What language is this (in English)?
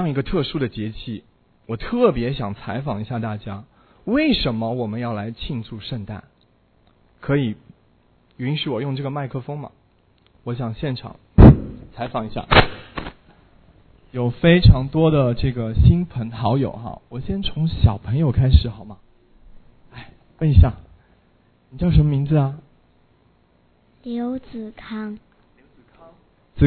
Chinese